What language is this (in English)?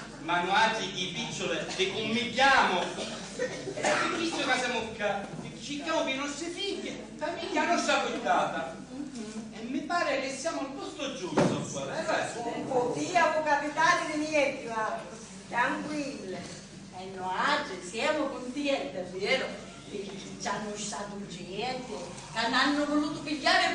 Sicilian